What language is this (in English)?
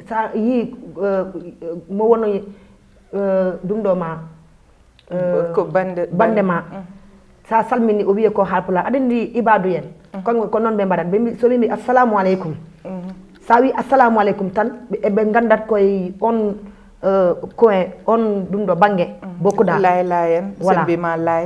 Fula